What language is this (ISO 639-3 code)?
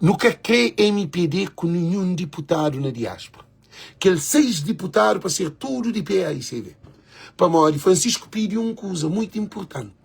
kea